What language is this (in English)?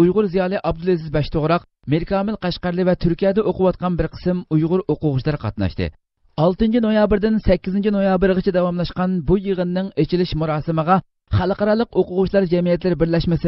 Uyghur